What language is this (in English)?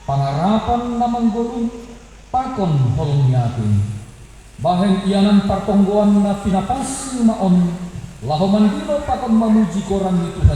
Batak Simalungun